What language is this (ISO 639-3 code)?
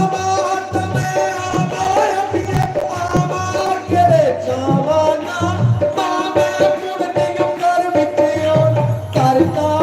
doi